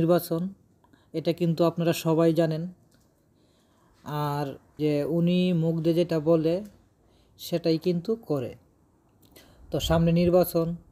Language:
Bangla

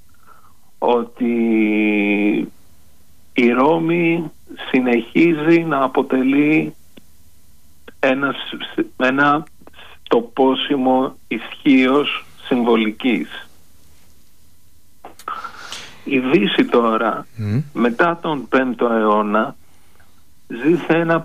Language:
Greek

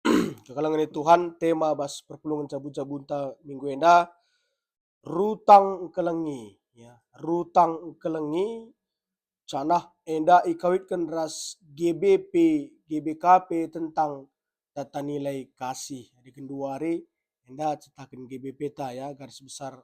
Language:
Batak Karo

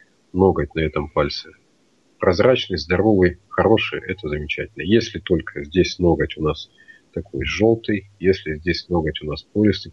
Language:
Russian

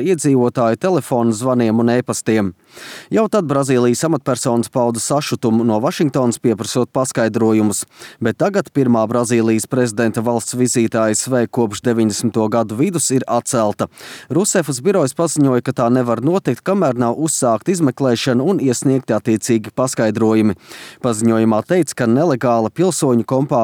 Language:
Latvian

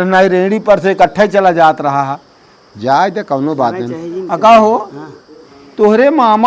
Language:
Awadhi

